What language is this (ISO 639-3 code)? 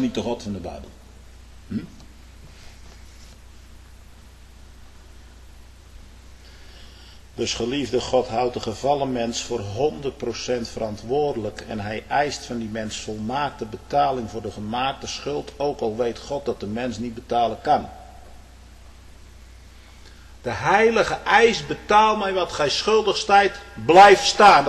nld